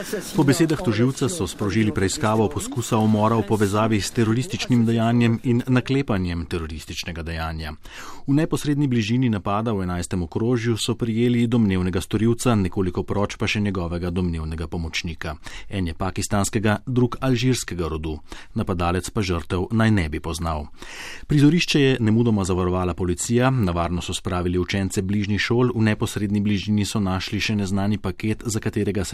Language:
Slovenian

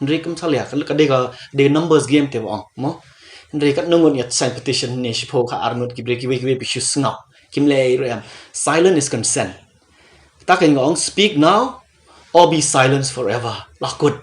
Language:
Khasi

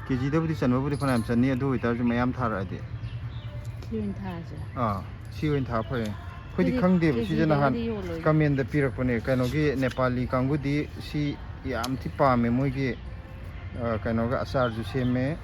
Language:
Manipuri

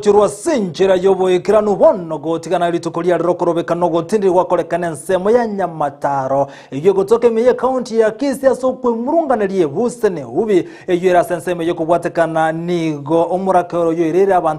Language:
Gusii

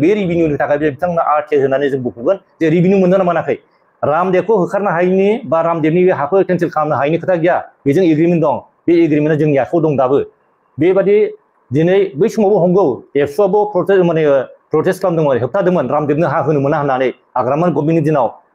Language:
Bodo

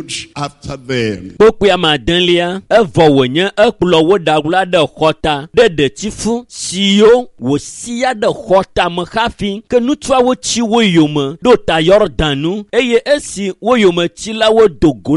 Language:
Ewe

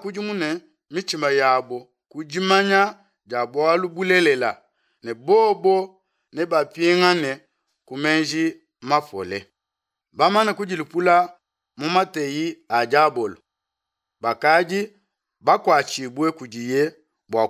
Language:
Luba-Lulua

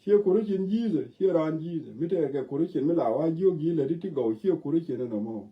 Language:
Nuer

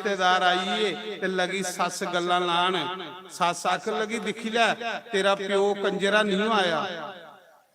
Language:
Dogri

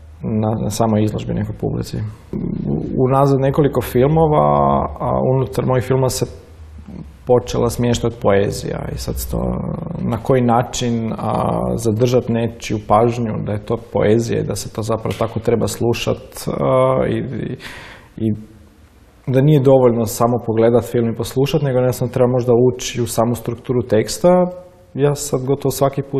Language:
Croatian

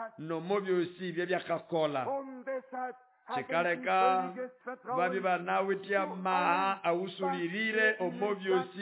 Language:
Nande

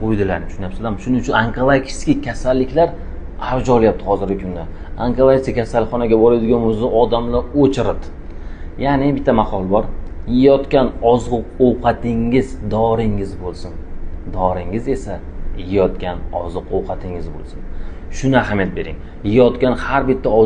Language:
Uzbek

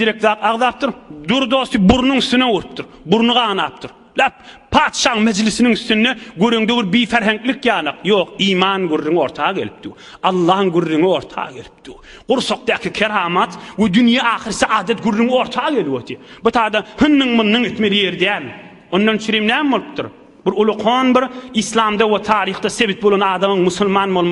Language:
Turkmen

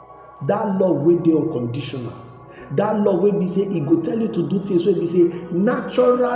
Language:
Nigerian Pidgin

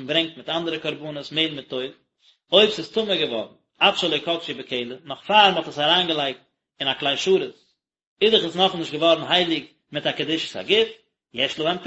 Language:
Yiddish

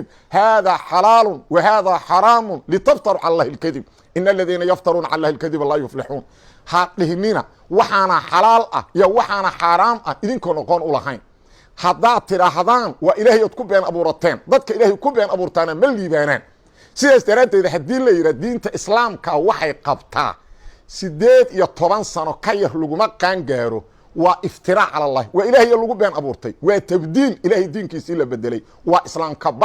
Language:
Somali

